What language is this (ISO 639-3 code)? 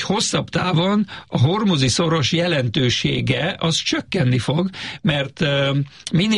hun